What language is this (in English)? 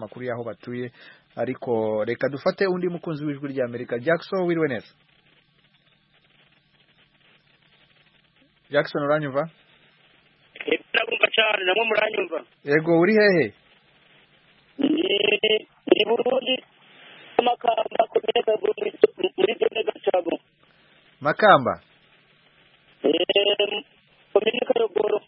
Kinyarwanda